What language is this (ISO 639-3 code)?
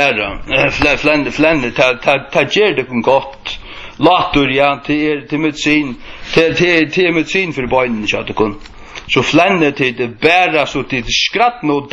fao